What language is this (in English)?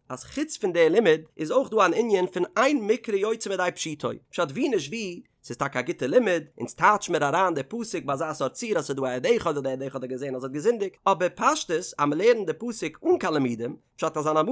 Yiddish